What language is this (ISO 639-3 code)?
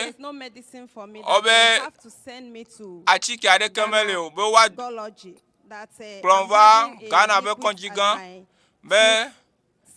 ewe